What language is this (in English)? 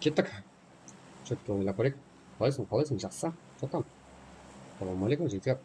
Kara-Kalpak